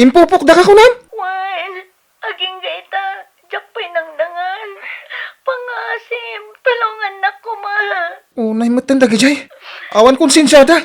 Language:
Iloko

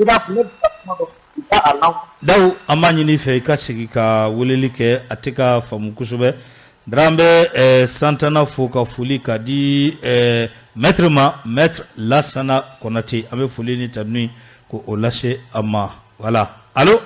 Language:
Bambara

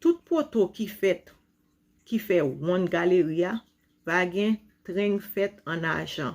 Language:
Haitian Creole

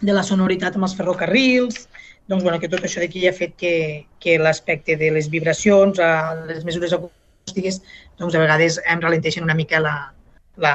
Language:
Catalan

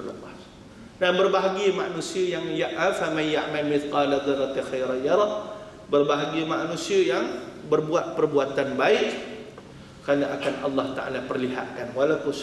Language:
Malay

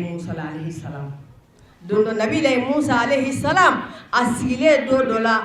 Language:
Bambara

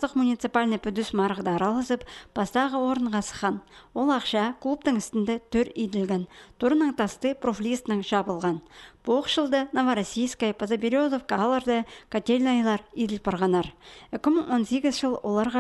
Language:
Khakas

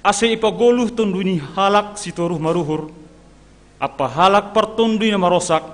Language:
Batak Simalungun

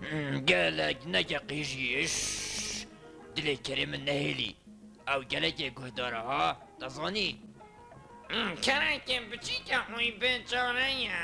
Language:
Kurdish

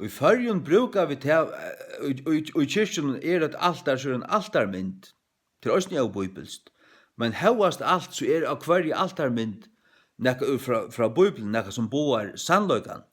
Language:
Faroese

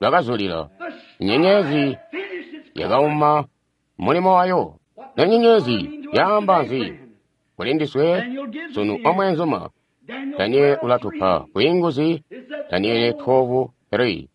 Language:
Tonga (Zambia)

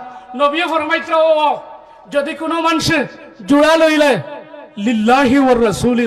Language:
Sylheti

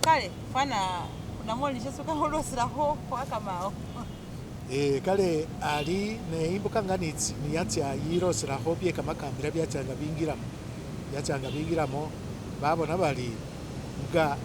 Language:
Masaaba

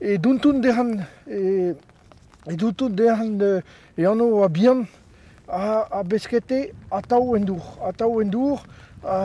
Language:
Breton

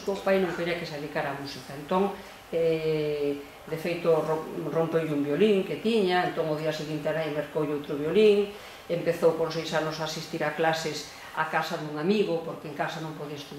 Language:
Galician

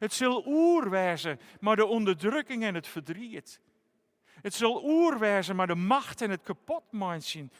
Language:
Western Frisian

